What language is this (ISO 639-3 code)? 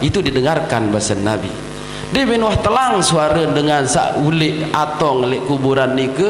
sas